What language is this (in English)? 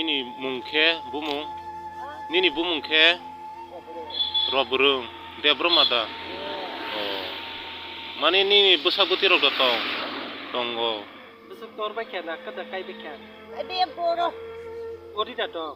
Kok Borok